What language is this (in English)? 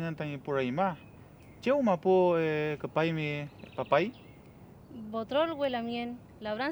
Mapuche